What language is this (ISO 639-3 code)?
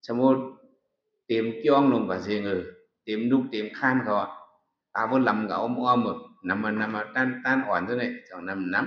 shn